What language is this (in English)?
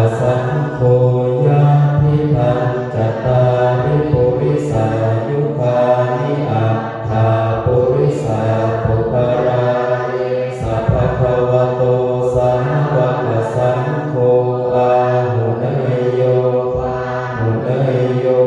Pali